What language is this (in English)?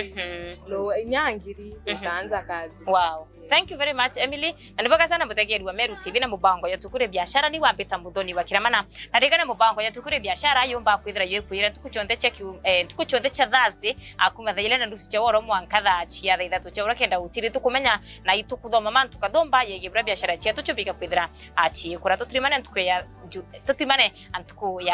Meru